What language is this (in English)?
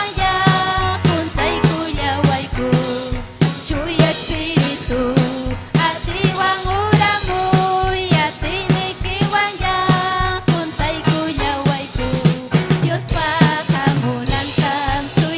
Ayacucho Quechua